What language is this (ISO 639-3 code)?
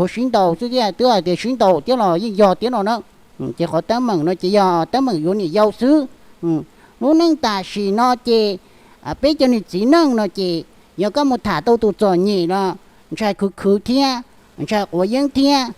hmn